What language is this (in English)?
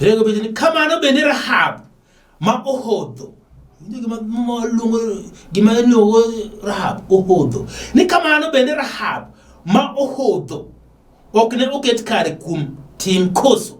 Luo (Kenya and Tanzania)